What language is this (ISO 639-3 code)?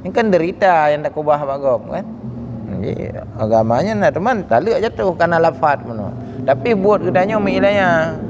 ace